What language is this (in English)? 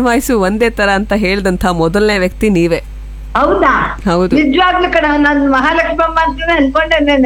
Kannada